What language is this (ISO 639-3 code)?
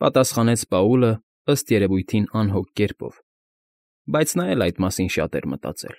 hye